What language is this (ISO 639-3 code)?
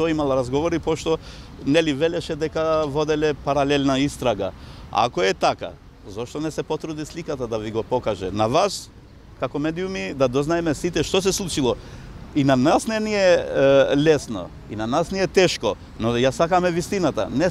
mkd